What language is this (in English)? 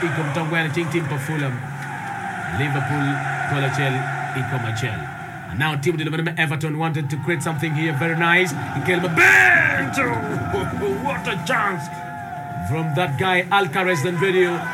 Swahili